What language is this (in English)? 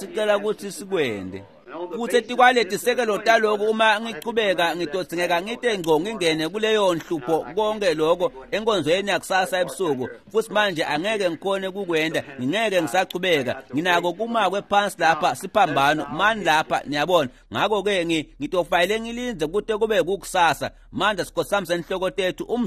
Swati